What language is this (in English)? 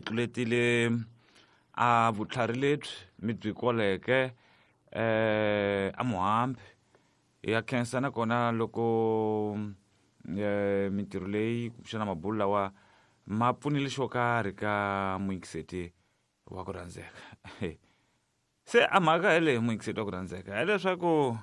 Tsonga